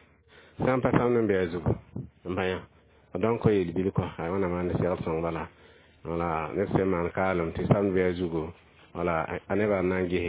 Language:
Mossi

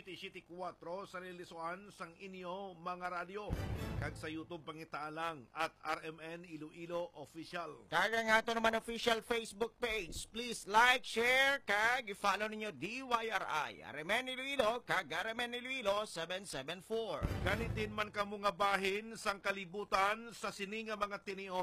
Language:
Hiligaynon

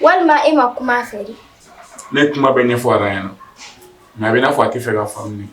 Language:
Bambara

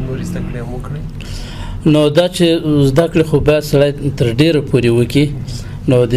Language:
Pashto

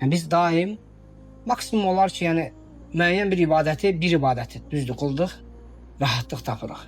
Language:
Azerbaijani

